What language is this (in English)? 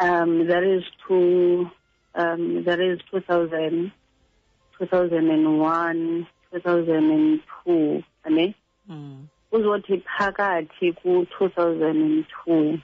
Xhosa